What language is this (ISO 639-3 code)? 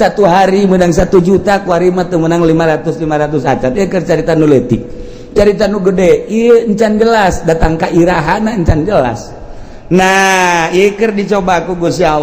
sun